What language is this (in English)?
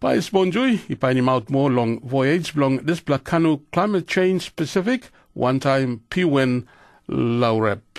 Tok Pisin